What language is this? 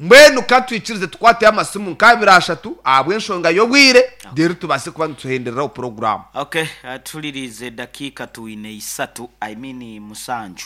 Nyankole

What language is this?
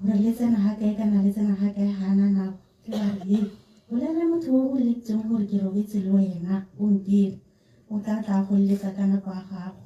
Tswana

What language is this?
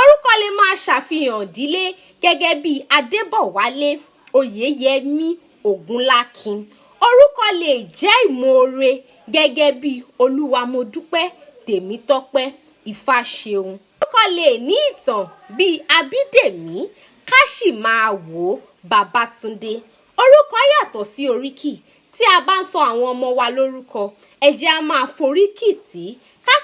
Yoruba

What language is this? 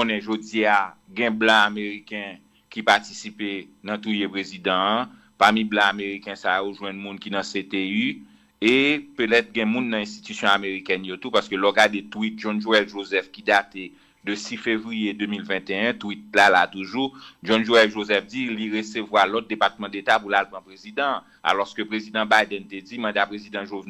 Haitian Creole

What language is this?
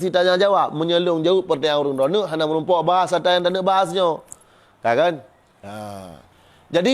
Achinese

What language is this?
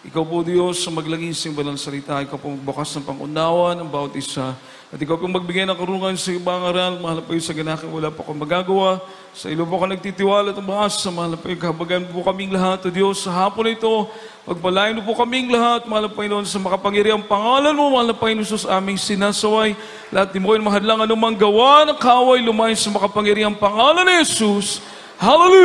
Filipino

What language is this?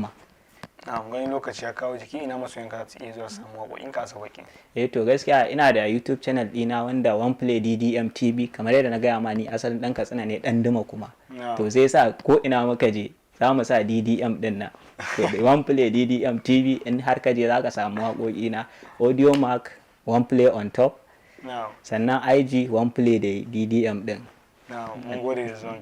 Hausa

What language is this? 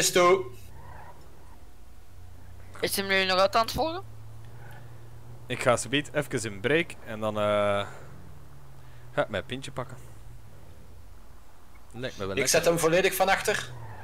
Dutch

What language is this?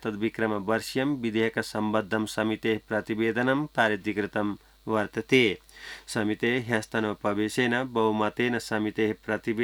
Sanskrit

